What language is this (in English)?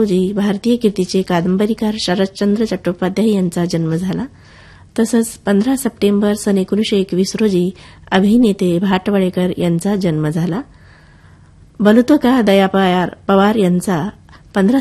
Marathi